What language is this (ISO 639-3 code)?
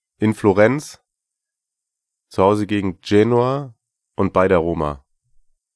deu